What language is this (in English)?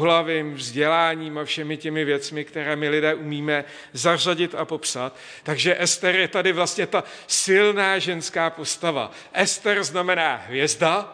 Czech